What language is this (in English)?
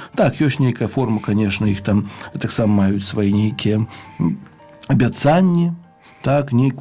Belarusian